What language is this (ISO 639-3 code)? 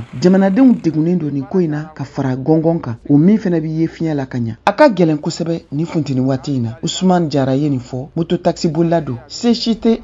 bam